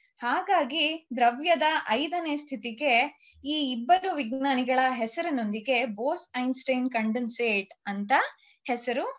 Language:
Kannada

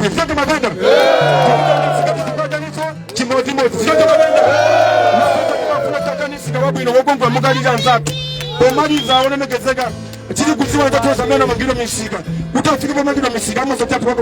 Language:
Nyanja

